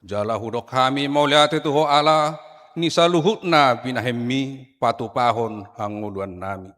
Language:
Batak Toba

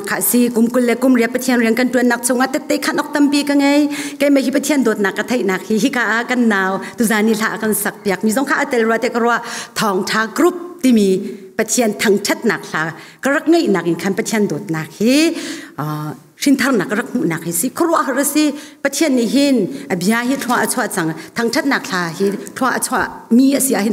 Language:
Hakha Chin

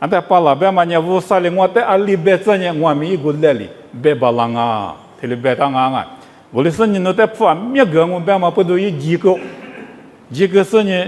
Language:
Lisu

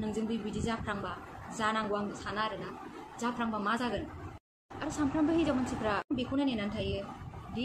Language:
Bodo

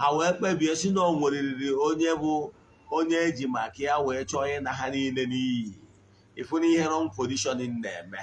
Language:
Igbo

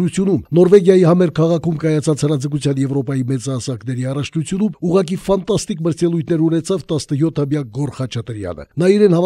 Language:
Armenian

